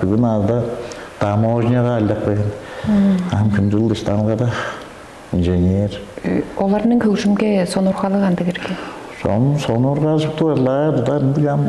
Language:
Tuvinian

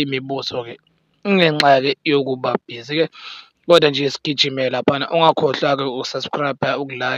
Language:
Zulu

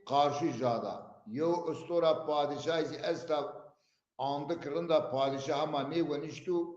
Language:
Zaza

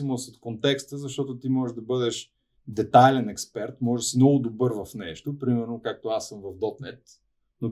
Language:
Bulgarian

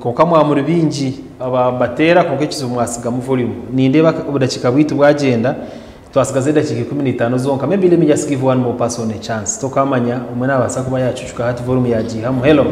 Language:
Nyankole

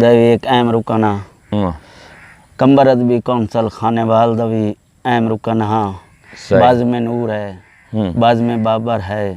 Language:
Saraiki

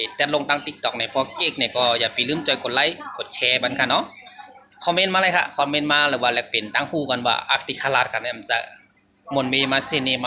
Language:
Shan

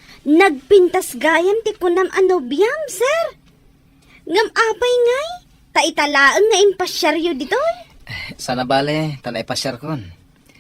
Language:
Iloko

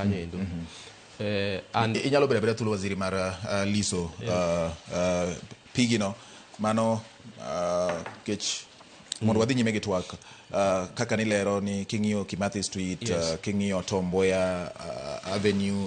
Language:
Luo (Kenya and Tanzania)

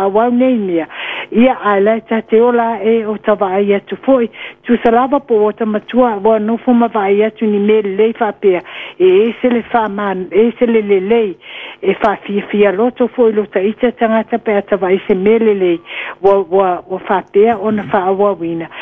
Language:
Samoan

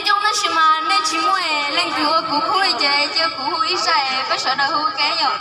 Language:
Hmong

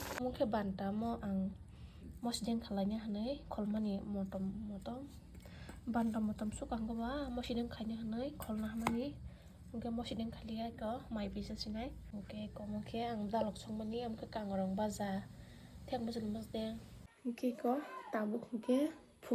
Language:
Kok Borok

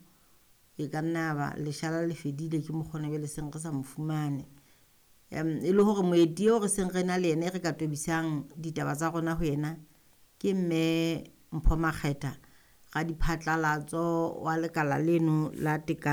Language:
Southern Sotho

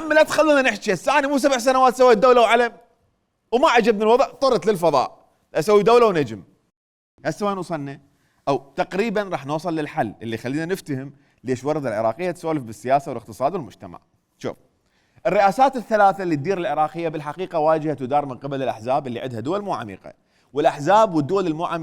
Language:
Mesopotamian Arabic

